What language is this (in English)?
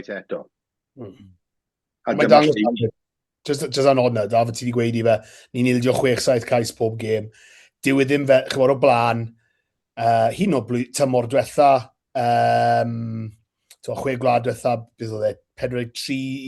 Welsh